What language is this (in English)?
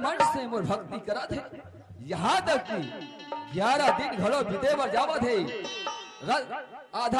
Chhattisgarhi